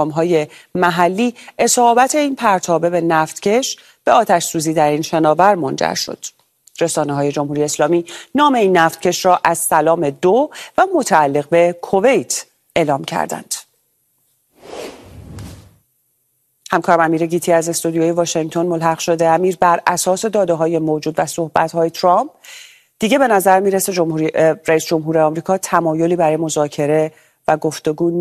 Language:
Persian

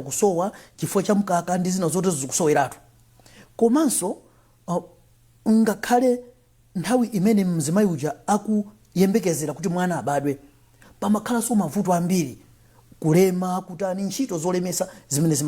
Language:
Nyanja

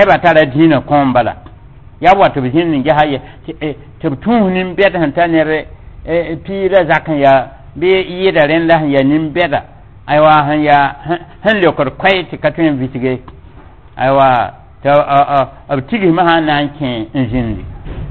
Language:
Mossi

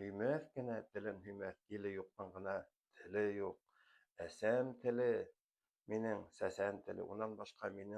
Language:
Bashkir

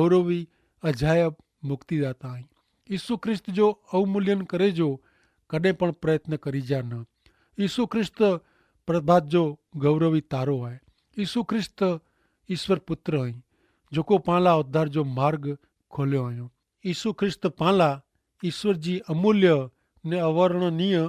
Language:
Kachhi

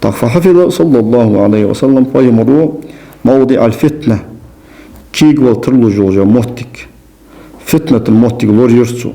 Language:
Ingush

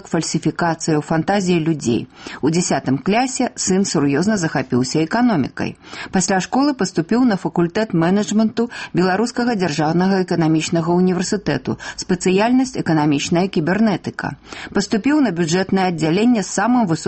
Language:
Belarusian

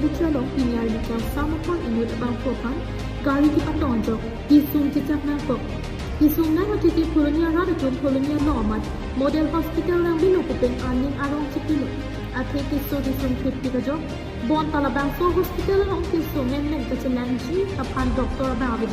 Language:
Karbi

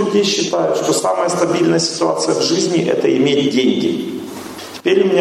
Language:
Russian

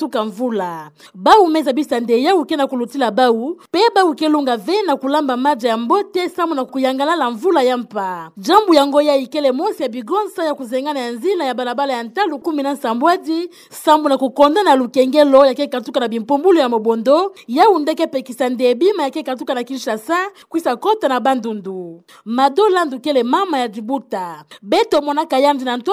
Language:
Kituba (Democratic Republic of Congo)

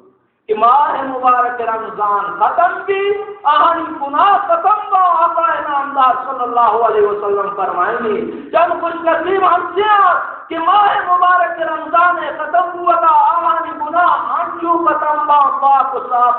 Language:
Baluchi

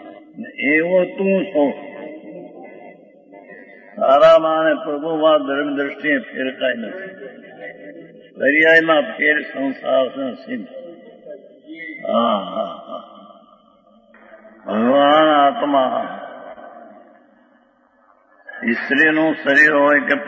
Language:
Gujarati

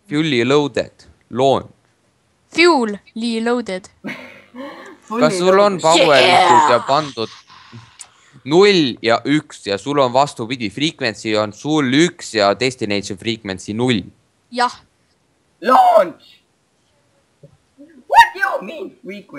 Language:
Estonian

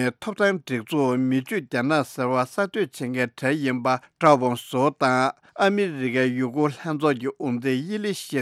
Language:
Tibetan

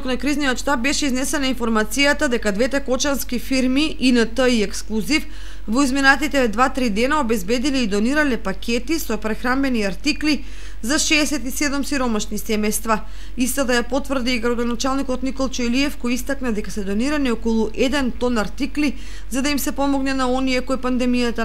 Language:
Macedonian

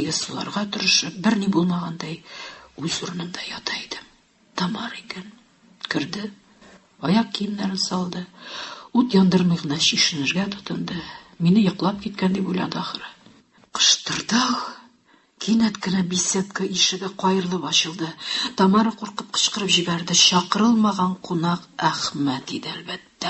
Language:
Tatar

